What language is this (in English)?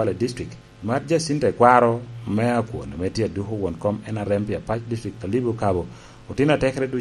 Lango (Uganda)